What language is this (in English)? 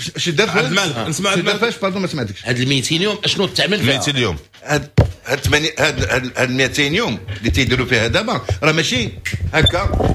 Moroccan Arabic